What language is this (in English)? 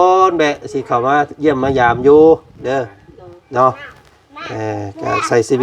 Lao